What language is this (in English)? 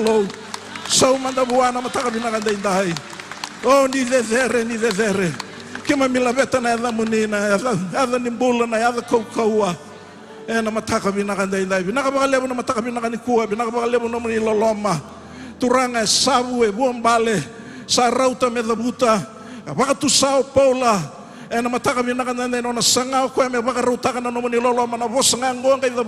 Fijian